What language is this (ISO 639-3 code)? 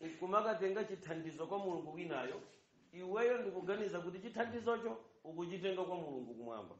nya